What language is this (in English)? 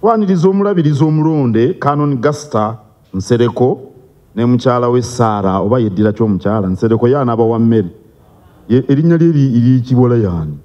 Ganda